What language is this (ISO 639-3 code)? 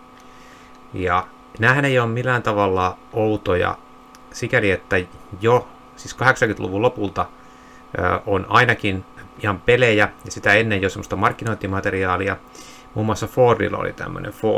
fin